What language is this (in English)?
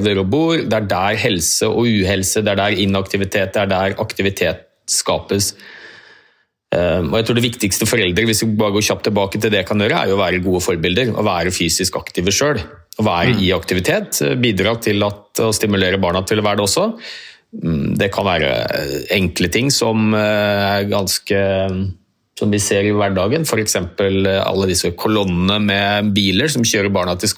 Norwegian